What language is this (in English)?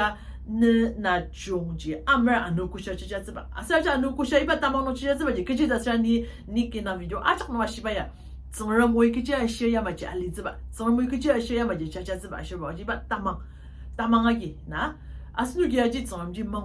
Ao Naga